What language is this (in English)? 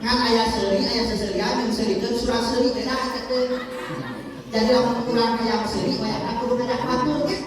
Sundanese